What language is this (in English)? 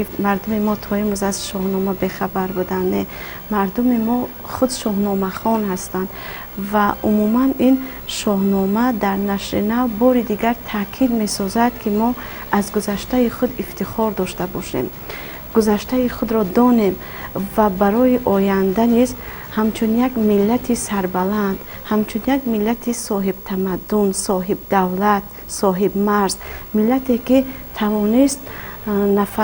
Tajik